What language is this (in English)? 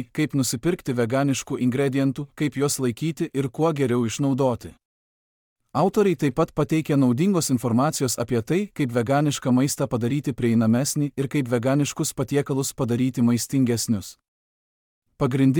Lithuanian